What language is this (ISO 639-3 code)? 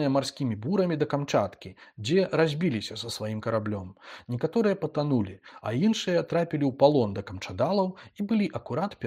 bel